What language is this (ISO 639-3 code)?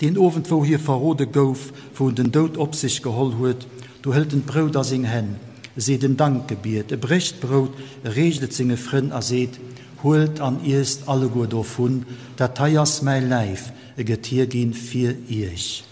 ltz